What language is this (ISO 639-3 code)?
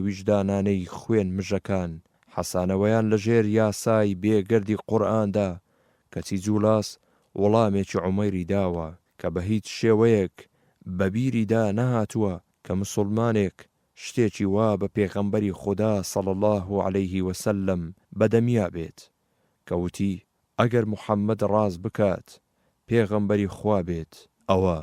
ckb